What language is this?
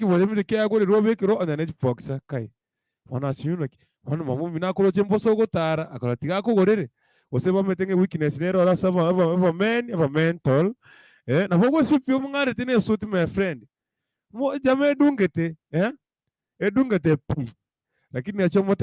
Gusii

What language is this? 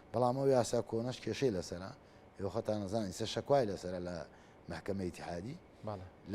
Central Kurdish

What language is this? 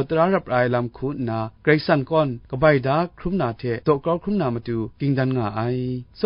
Kachin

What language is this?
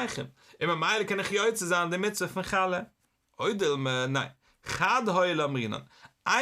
Yiddish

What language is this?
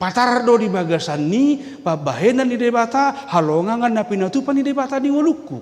Batak Toba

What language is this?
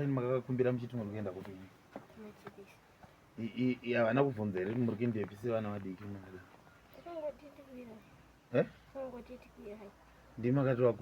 Shona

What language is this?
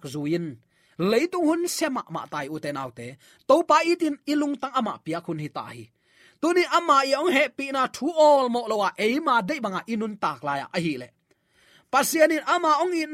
Tedim Chin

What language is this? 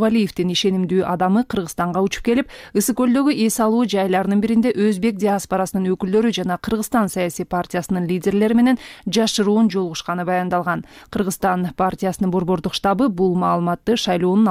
Kyrgyz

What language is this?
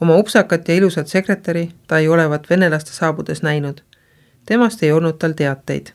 Estonian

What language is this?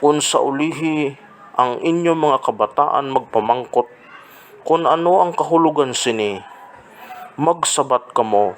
Hiligaynon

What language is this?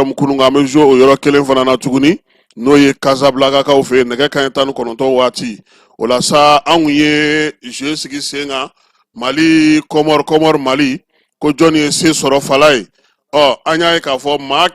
Bambara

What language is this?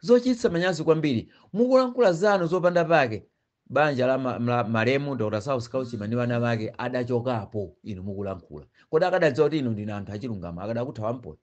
Nyanja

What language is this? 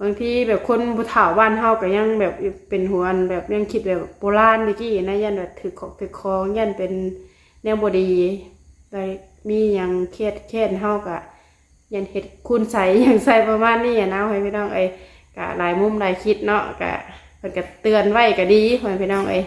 Lao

